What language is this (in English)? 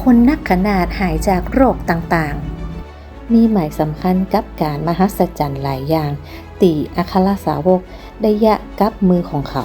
Northern Thai